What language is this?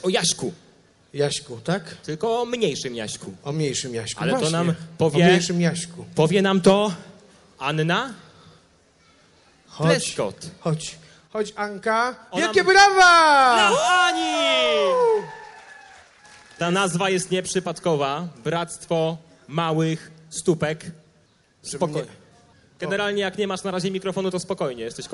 Polish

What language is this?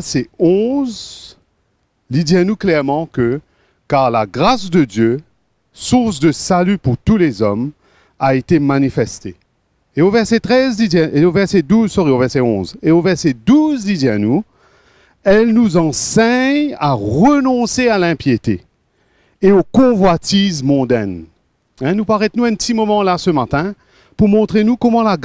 Morisyen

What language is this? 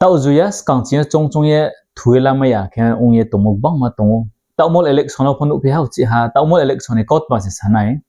Riang (India)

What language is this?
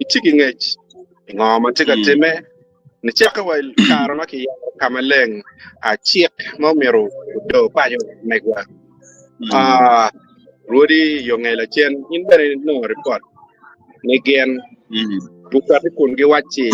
Acoli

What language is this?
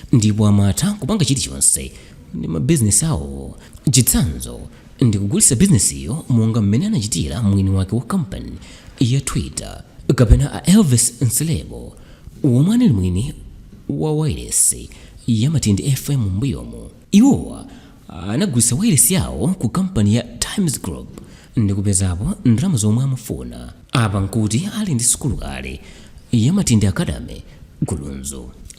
Nyanja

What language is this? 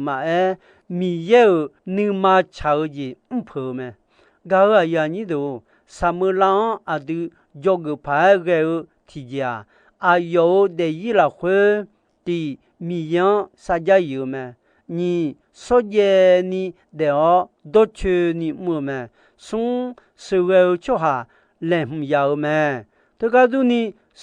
Akha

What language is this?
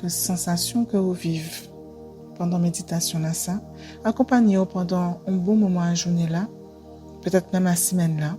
Guadeloupean Creole French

